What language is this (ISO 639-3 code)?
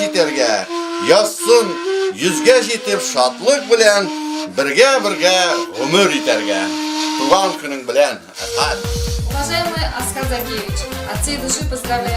bak